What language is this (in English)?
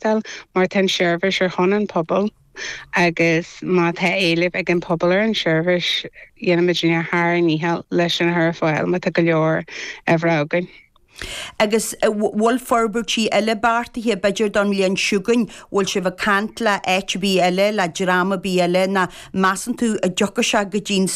Irish